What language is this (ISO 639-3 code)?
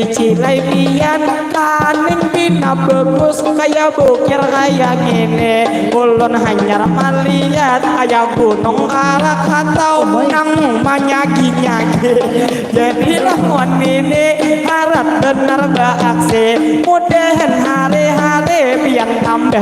bjn